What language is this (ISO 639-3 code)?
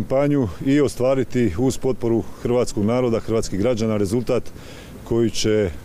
hrv